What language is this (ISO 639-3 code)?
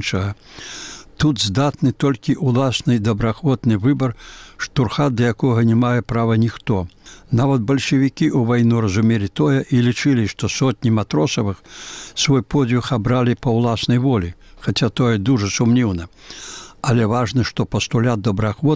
bel